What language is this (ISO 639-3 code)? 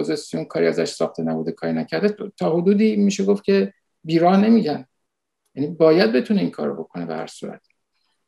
fas